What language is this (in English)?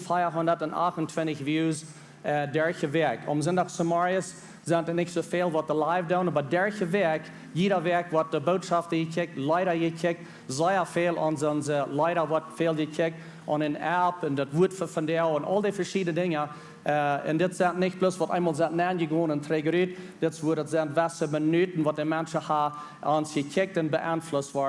Plautdietsch